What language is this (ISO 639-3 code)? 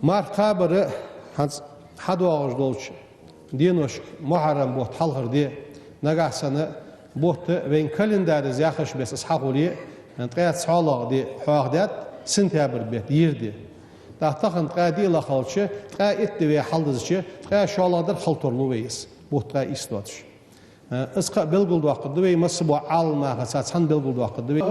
inh